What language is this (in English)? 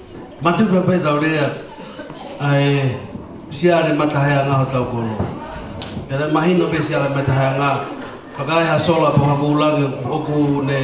Tongan